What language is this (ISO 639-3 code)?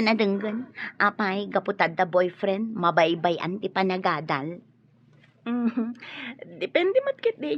ilo